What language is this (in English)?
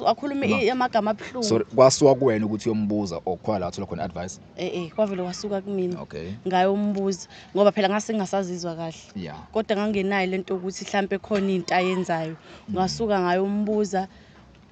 Zulu